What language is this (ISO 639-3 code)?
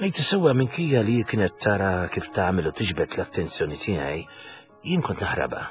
mlt